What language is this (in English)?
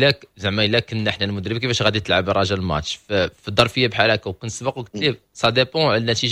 Moroccan Arabic